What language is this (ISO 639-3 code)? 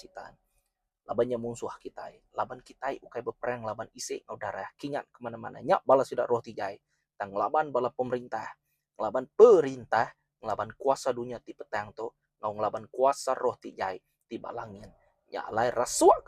iba